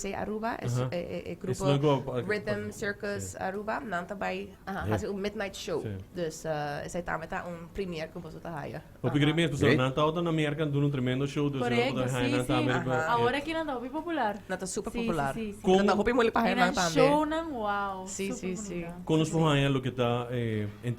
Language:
Papiamento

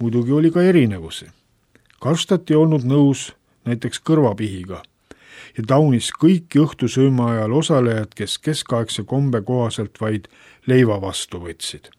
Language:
Estonian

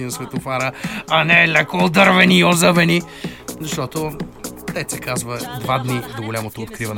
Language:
Bulgarian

